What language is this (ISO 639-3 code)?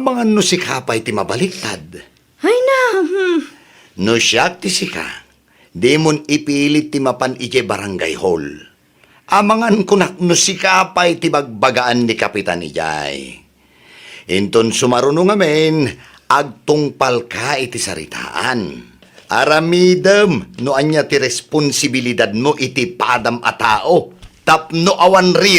ilo